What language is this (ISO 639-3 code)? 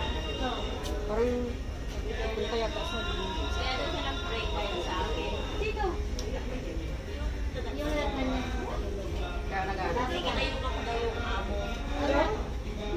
fil